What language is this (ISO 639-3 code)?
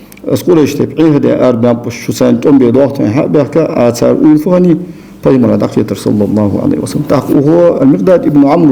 inh